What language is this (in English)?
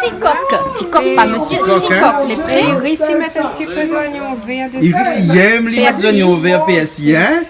Réunion Creole French